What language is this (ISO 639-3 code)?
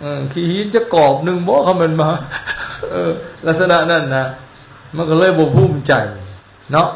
lao